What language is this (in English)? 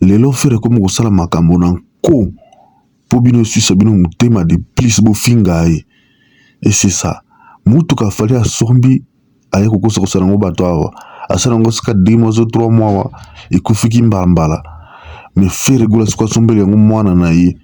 Lingala